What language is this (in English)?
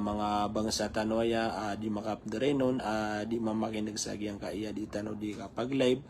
Maranao